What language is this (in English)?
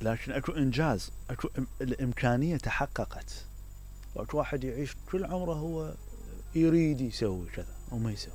Mesopotamian Arabic